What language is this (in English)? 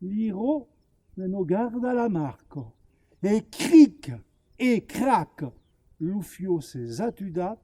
Occitan